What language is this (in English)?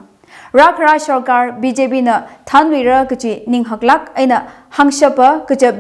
Tangkhul Naga (India)